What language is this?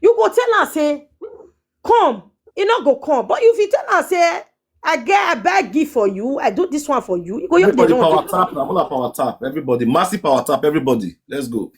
Nigerian Pidgin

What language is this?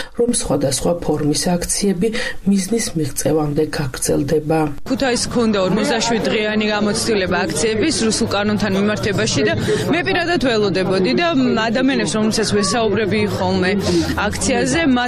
Georgian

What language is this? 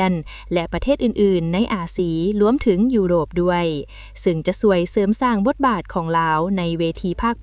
Lao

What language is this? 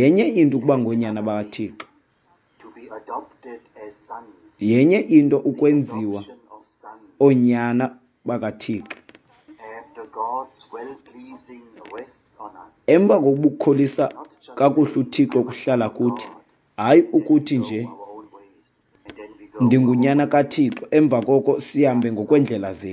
Xhosa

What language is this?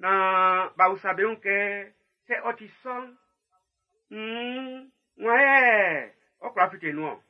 Baoulé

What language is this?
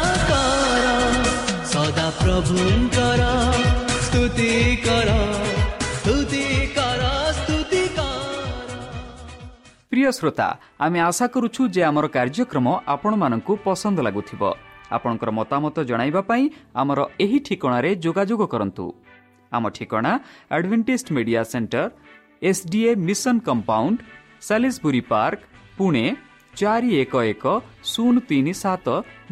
Odia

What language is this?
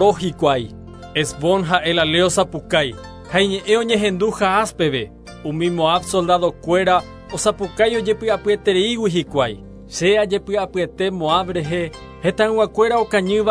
Guarani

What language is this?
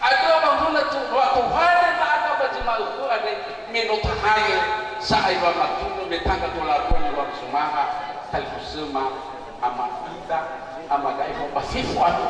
Nias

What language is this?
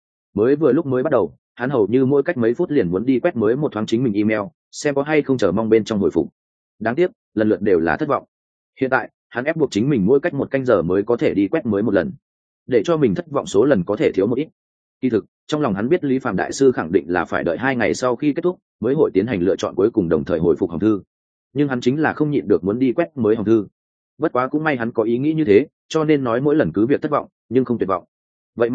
Vietnamese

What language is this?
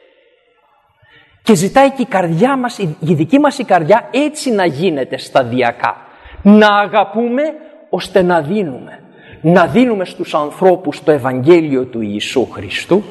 Greek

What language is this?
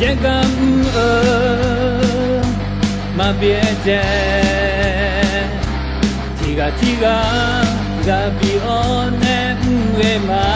Akha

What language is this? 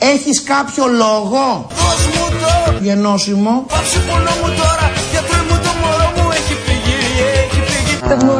Greek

